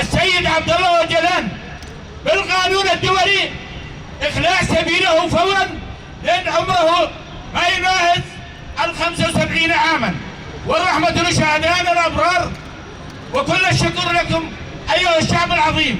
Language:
Kurdish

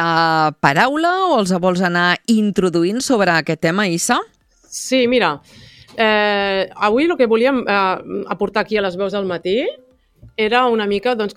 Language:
Catalan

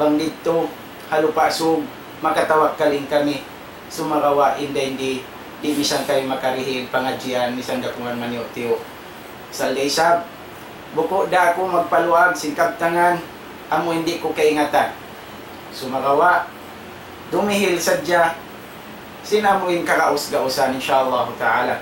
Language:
Tausug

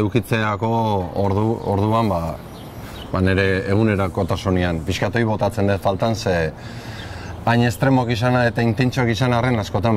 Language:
Basque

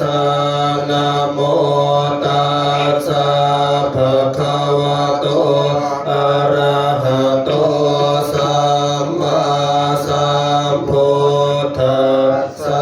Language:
Pali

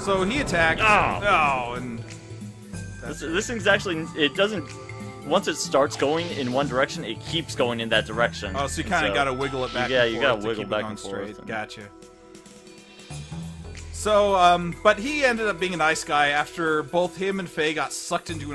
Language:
English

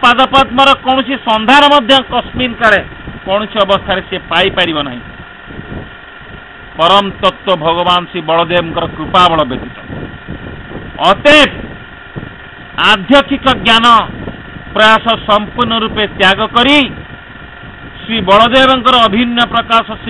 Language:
Odia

